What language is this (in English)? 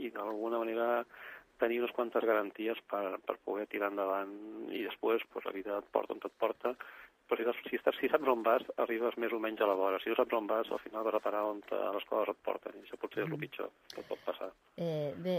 Catalan